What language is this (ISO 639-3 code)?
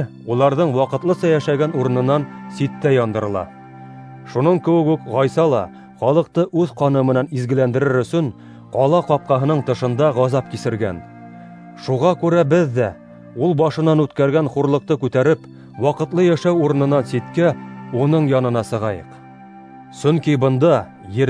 bak